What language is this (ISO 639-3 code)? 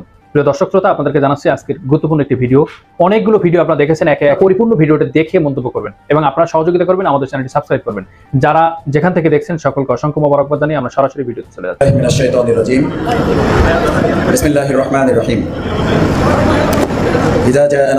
ben